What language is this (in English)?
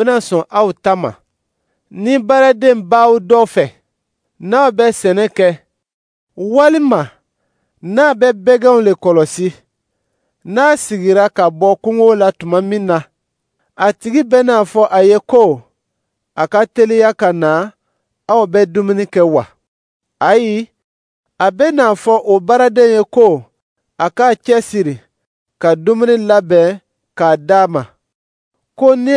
Dyula